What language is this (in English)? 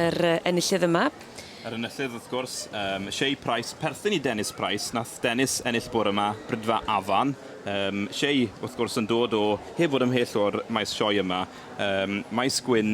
Welsh